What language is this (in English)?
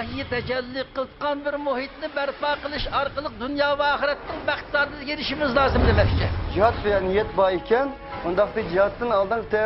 Uyghur